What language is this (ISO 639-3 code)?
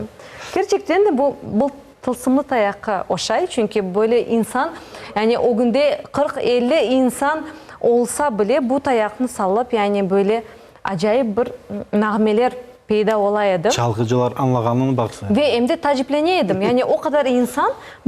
crh